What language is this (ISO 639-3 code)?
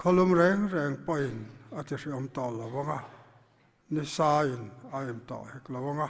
lus